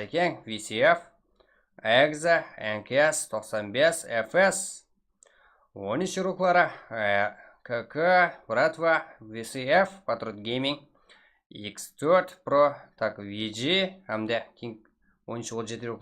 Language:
Kara-Kalpak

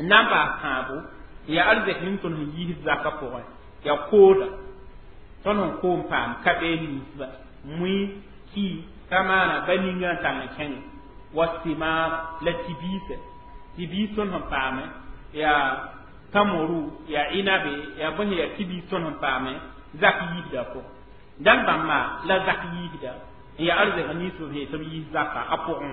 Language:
Mossi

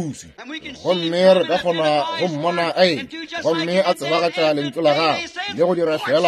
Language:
Northern Sotho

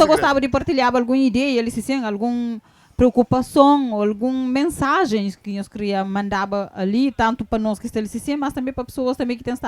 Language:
Kabuverdianu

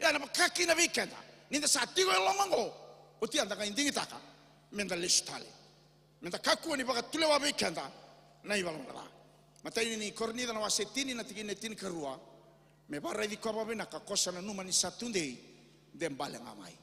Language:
Fijian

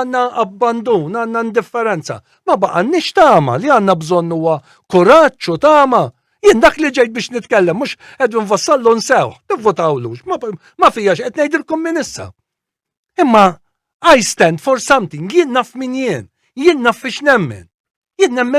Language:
Maltese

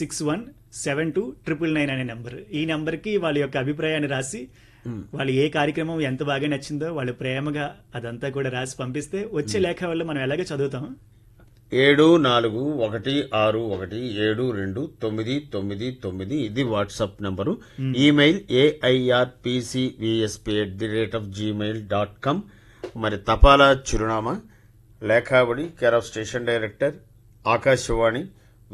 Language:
Telugu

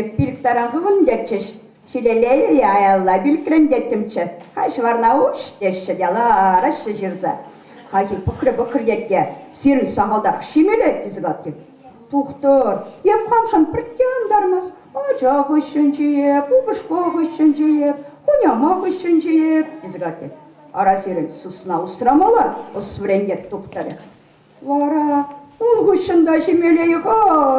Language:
Chuvash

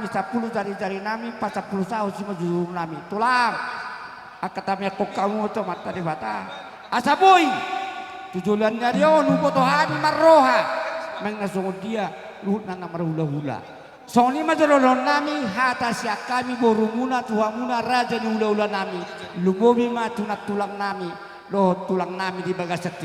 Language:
Batak Toba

